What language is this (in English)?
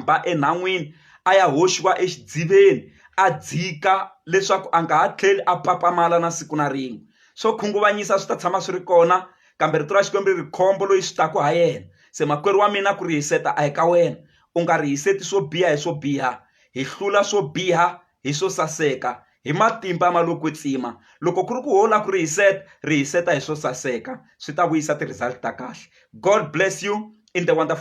Tsonga